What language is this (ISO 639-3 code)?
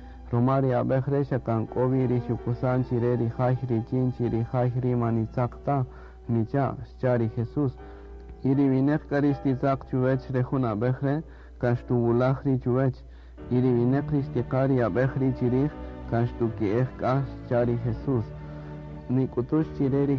cak